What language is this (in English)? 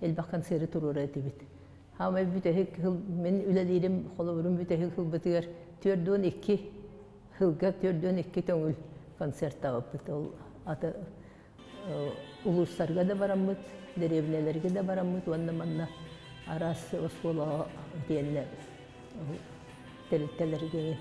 Yakut